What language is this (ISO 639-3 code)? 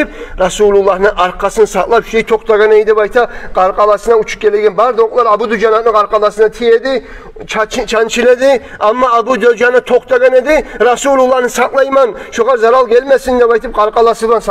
kum